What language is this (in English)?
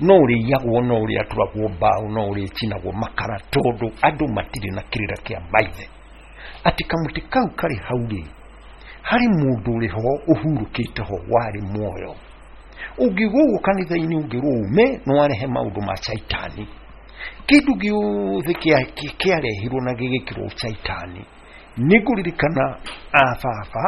Kikuyu